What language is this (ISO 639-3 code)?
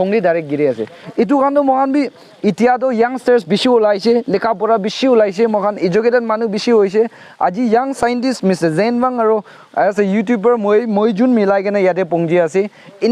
nag